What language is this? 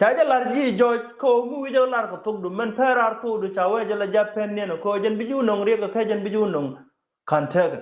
Nuer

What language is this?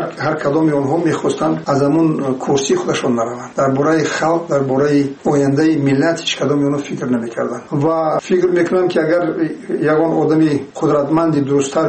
Tajik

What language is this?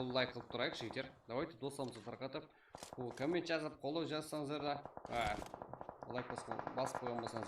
Kara-Kalpak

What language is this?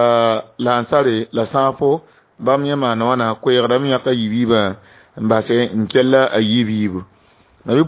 Mossi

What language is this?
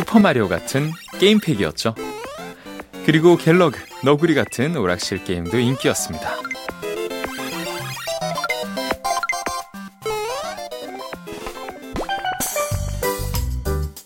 Korean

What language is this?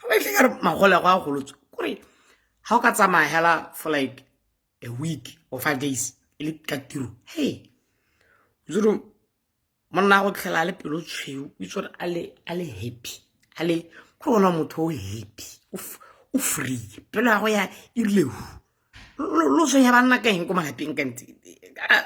Tswana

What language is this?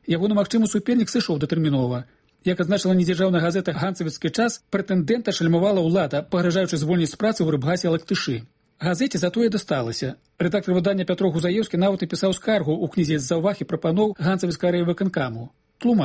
Belarusian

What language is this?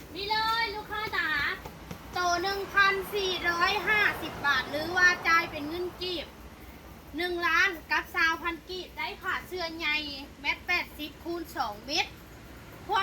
Lao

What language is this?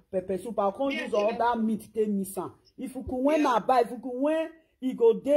Nigerian Pidgin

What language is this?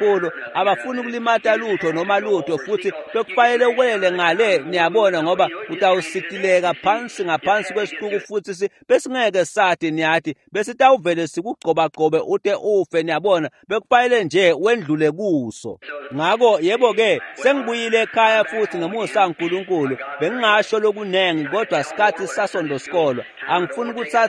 Swati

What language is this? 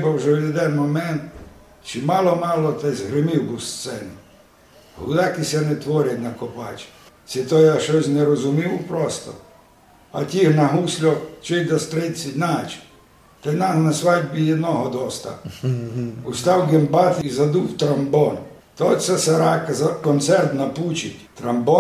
Rusyn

